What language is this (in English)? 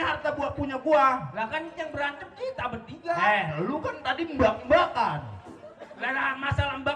Betawi